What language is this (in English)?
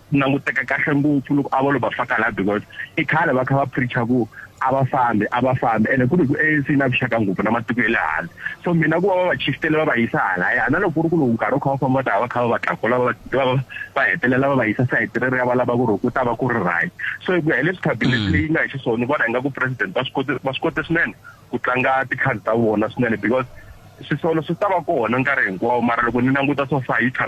Tsonga